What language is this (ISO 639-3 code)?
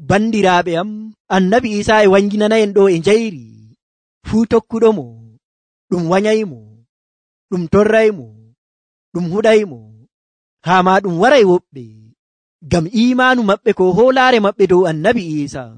fuv